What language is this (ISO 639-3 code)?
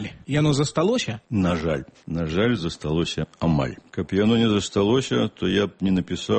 bel